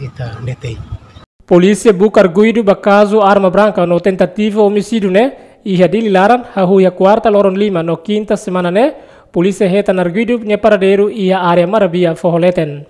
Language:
Tetum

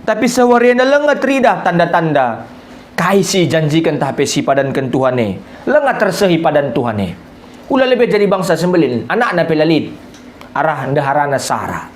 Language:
Batak Karo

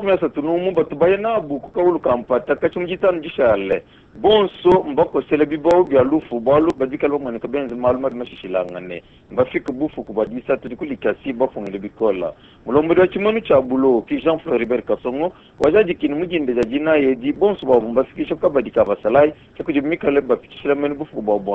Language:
Luba-Lulua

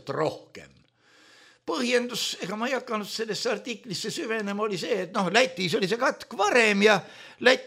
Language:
Estonian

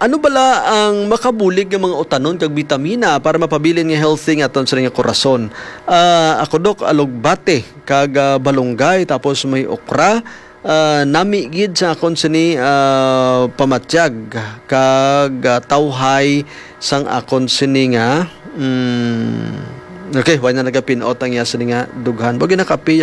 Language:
Hiligaynon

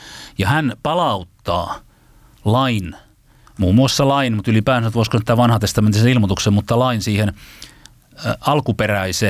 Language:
Finnish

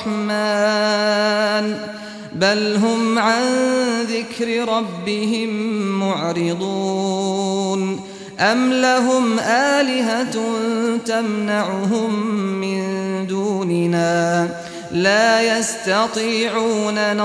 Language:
Arabic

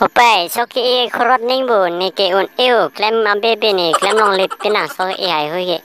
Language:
Karbi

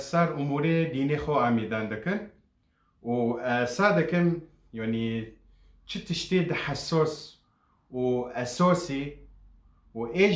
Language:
Kurdish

